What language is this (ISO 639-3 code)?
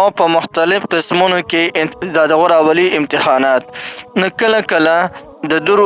pus